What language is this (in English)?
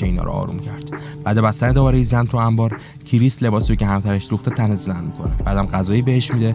Persian